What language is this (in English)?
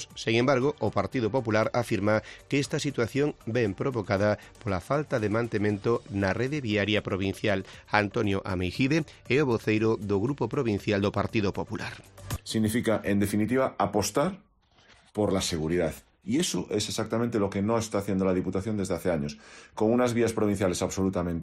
Galician